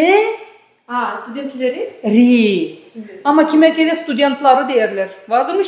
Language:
Gagauz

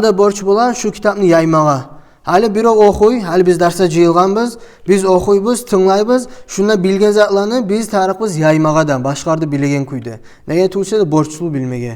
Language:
Kumyk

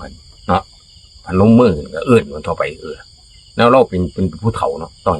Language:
Northeastern Thai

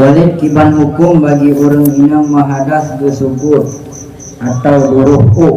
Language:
Achinese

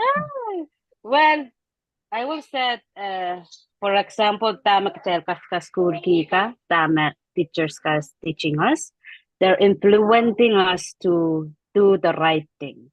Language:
Pohnpeian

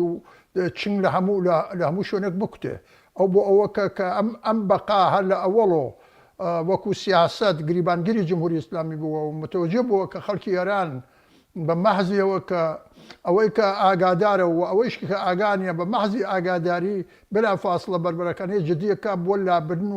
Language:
Central Kurdish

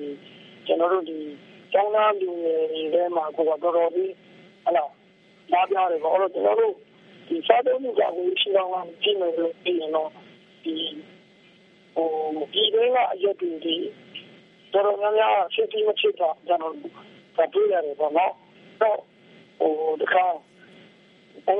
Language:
Burmese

